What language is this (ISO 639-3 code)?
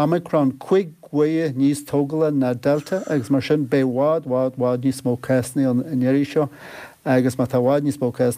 gle